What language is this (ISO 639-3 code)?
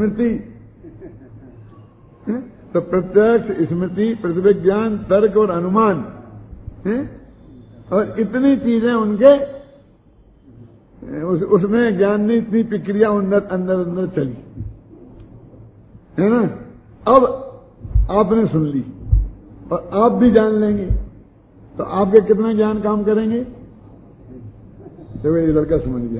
hin